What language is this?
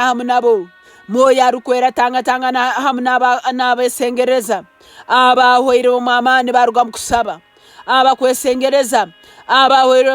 Nyankole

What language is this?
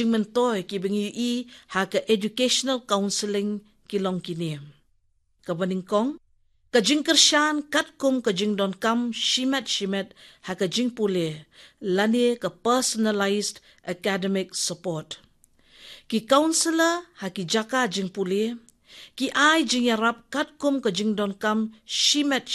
Khasi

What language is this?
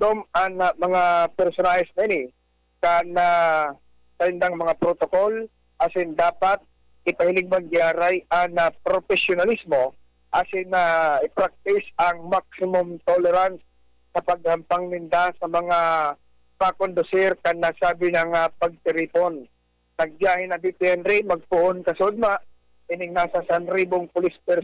Bikol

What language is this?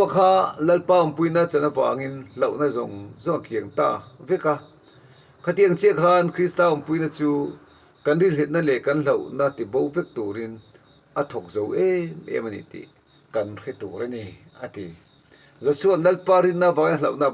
Mizo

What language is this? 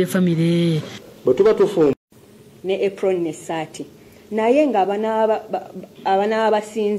Ganda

